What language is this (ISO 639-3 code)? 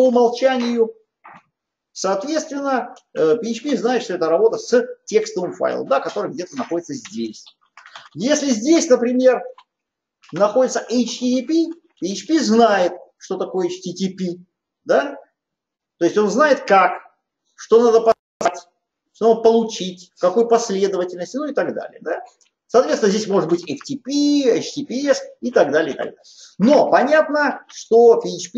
rus